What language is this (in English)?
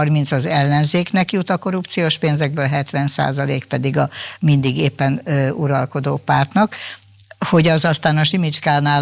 Hungarian